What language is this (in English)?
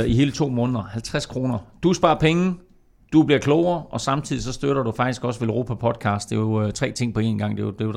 Danish